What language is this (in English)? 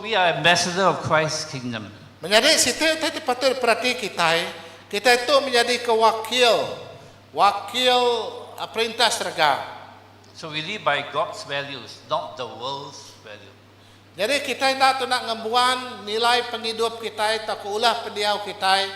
Iban